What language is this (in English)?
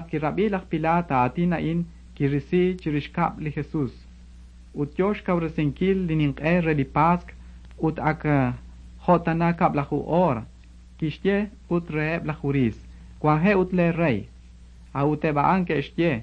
Kekchí